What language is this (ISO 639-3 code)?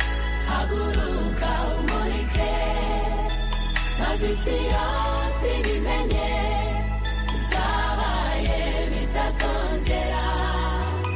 kin